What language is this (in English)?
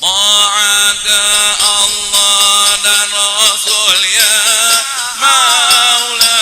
Betawi